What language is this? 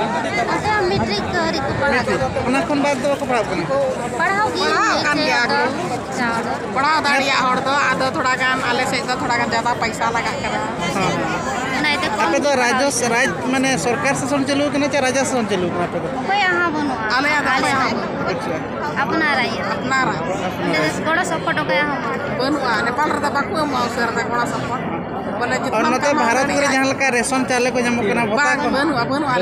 Santali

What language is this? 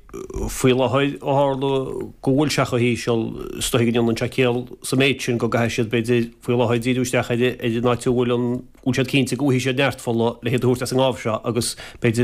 Irish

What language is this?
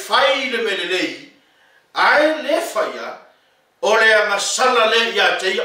Samoan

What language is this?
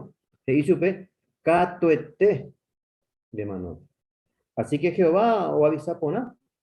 Guarani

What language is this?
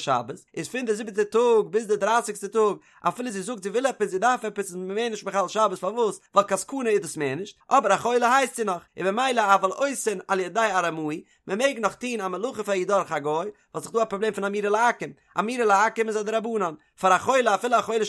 Yiddish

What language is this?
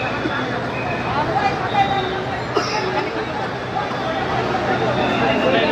Bangla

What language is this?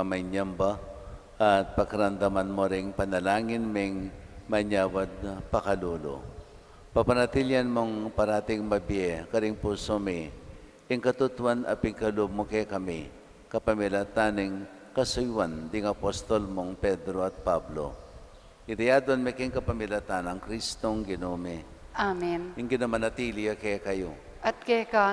Pampanga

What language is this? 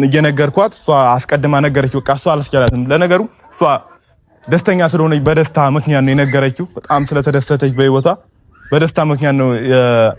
Amharic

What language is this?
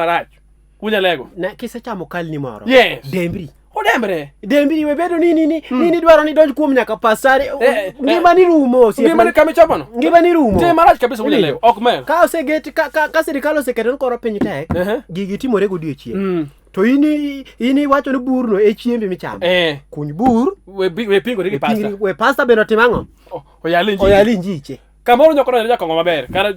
Luo (Kenya and Tanzania)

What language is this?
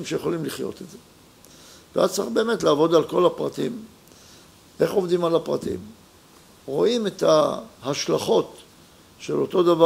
Hebrew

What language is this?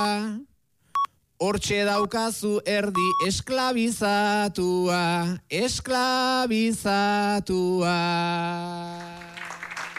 Basque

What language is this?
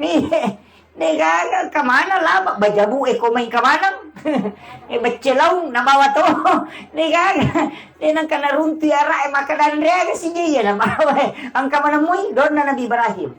Buginese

